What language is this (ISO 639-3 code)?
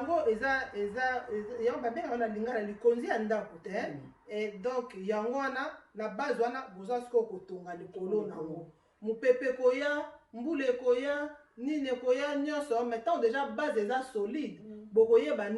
lin